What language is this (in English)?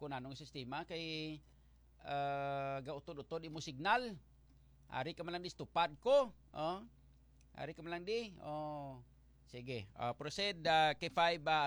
Hiligaynon